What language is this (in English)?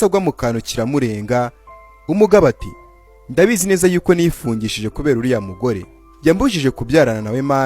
Kinyarwanda